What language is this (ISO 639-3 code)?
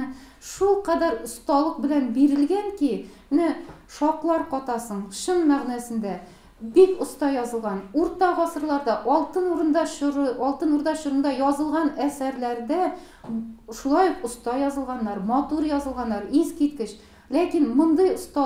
tat